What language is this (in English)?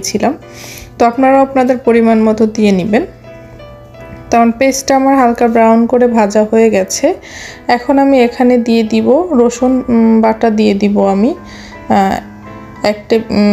Bangla